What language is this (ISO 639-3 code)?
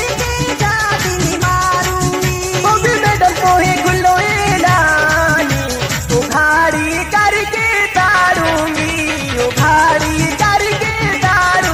bgc